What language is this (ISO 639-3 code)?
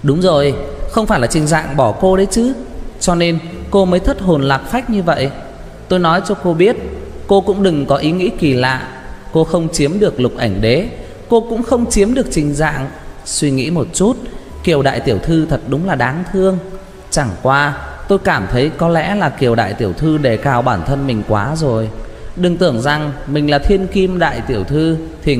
vie